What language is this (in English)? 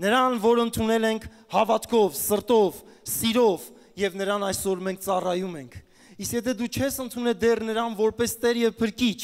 Armenian